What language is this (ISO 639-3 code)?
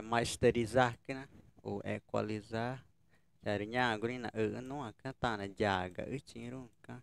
tca